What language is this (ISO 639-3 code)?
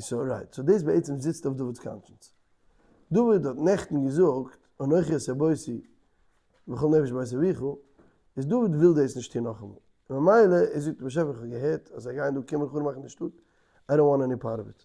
yid